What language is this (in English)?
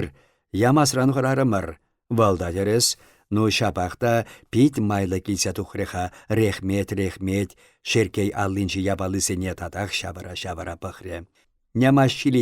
Chuvash